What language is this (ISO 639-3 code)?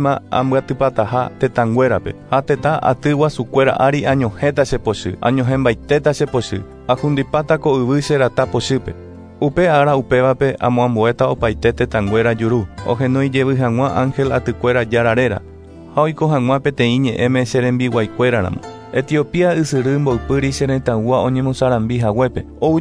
grn